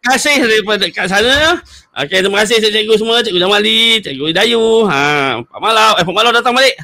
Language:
Malay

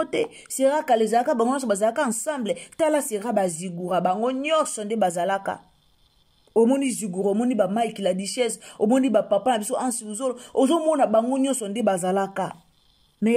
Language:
Lingala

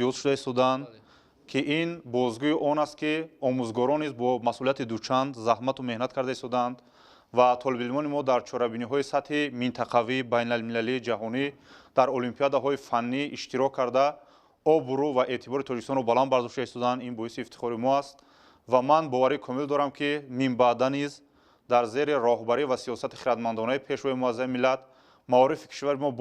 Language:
Tajik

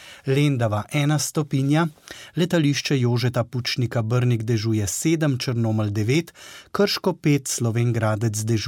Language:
Slovenian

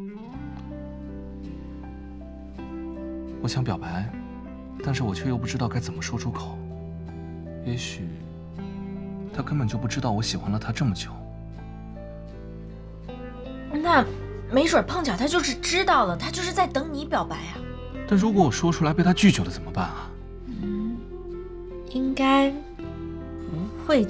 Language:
Chinese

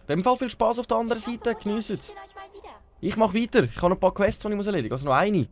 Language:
Swiss German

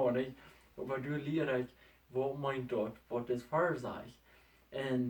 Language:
Plautdietsch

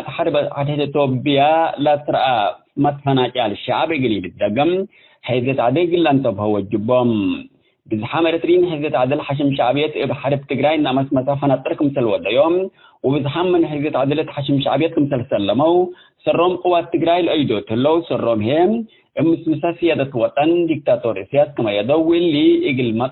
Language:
Tigre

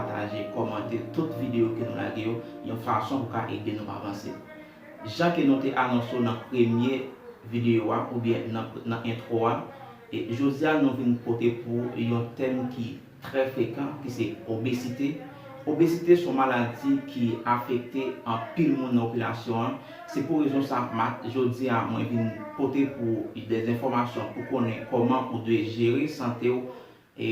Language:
Haitian Creole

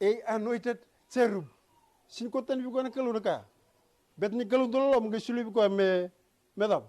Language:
Fijian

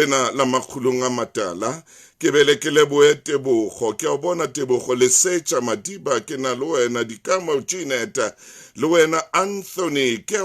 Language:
Southern Sotho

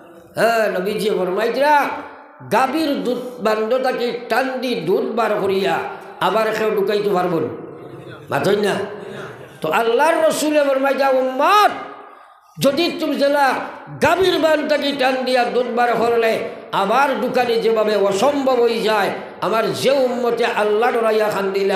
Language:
Sylheti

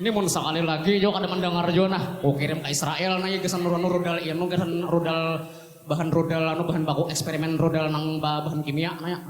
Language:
Banjar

